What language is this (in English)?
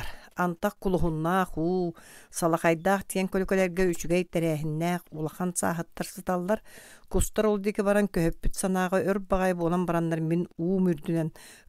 Yakut